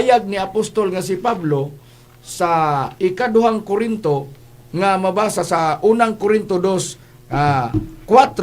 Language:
Cebuano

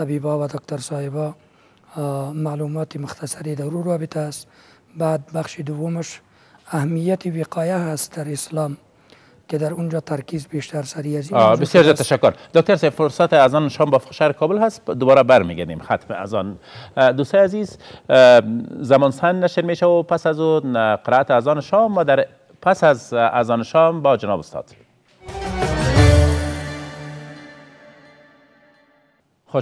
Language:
Persian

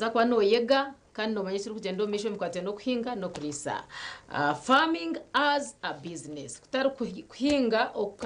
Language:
Nyankole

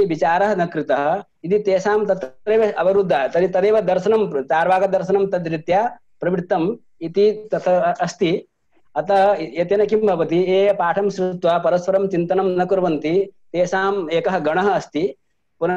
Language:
Sanskrit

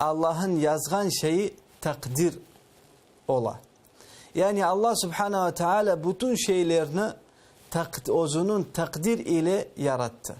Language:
Crimean Tatar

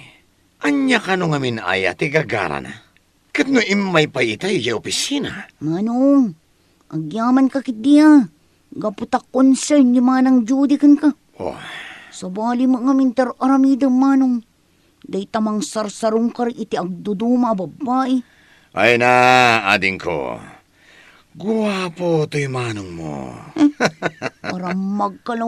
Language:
Iloko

